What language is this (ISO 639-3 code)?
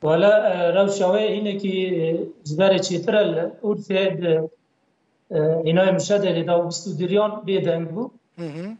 kur